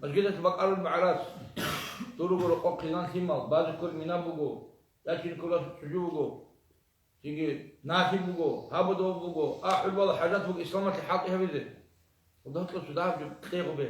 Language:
Avaric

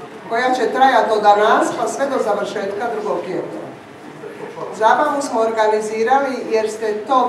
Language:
Croatian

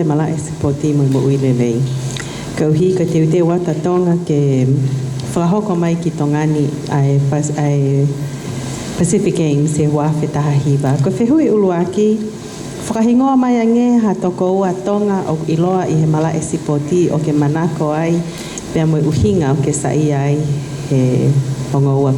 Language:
Tongan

